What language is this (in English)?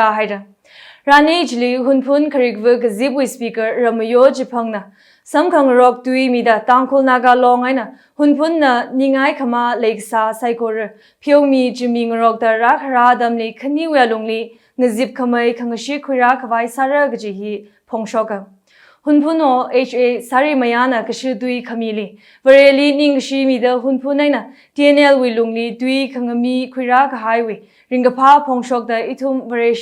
Tangkhul Naga (India)